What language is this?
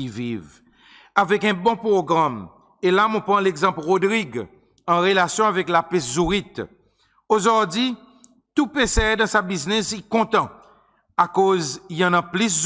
Seselwa Creole French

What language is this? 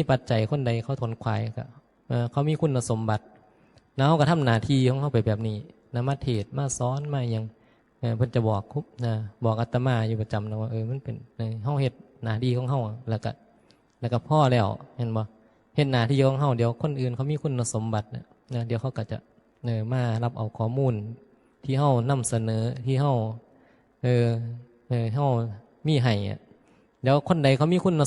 Northeastern Thai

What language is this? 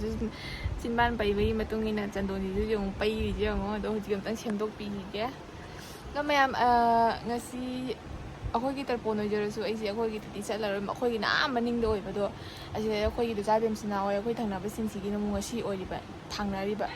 Manipuri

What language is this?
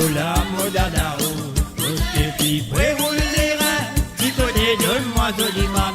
Morisyen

